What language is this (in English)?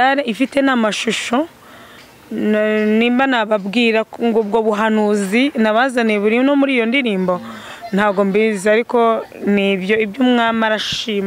Kinyarwanda